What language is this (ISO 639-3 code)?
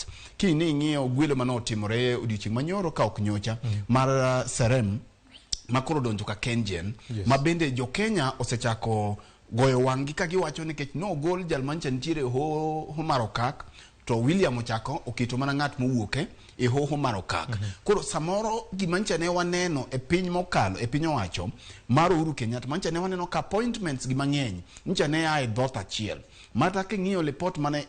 luo